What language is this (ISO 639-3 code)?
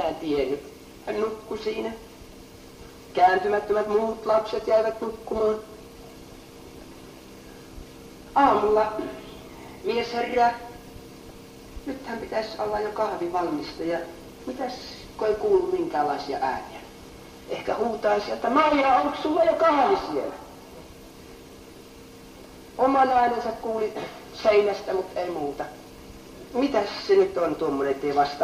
fin